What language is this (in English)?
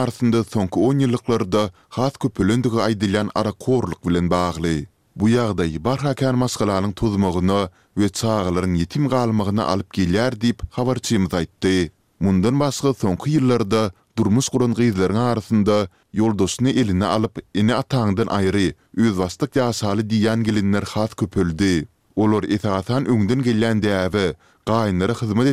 Turkmen